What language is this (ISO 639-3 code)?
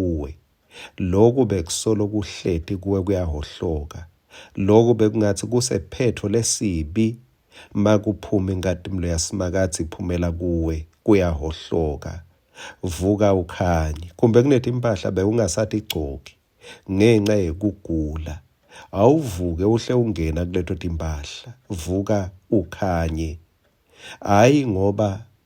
ssw